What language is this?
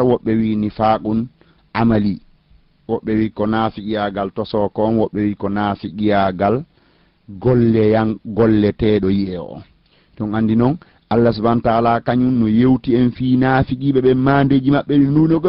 Fula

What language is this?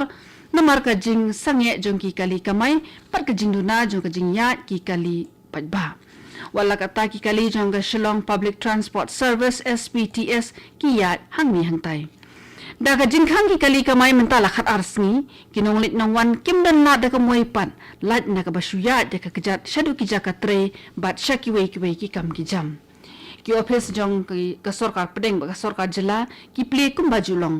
Khasi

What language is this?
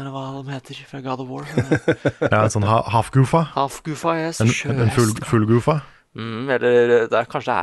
Norwegian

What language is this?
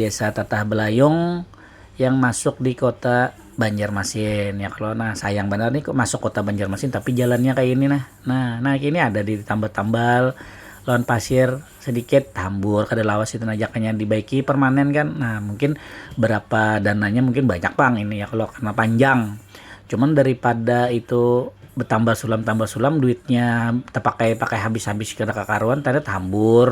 Banjar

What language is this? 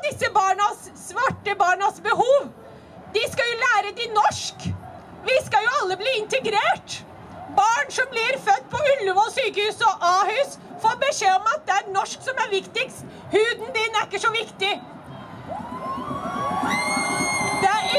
Norwegian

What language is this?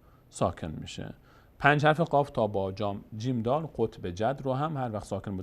Persian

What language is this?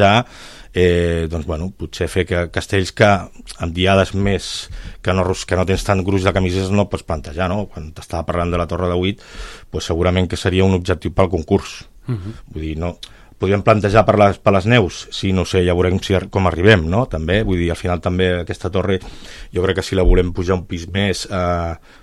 Catalan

